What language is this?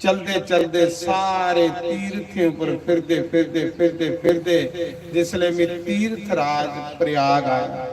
Dogri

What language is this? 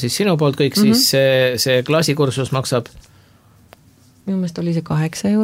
Estonian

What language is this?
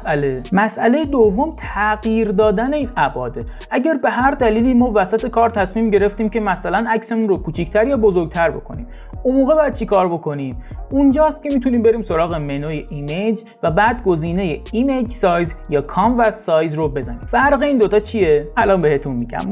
Persian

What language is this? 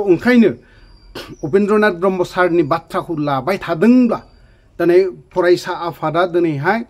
Bodo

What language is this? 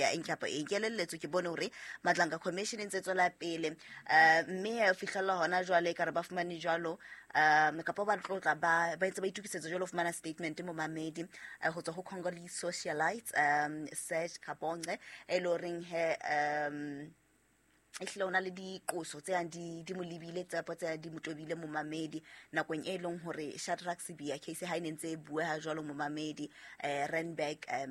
Southern Sotho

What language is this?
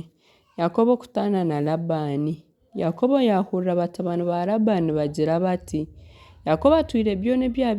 Nyankole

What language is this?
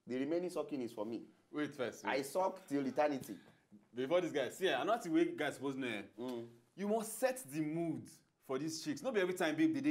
Nigerian Pidgin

